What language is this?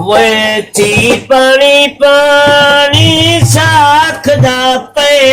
Saraiki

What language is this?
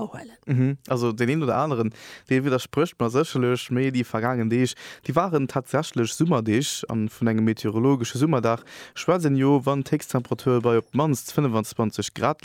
Luxembourgish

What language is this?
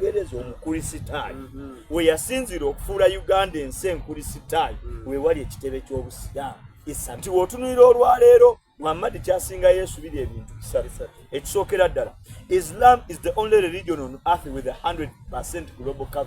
Soga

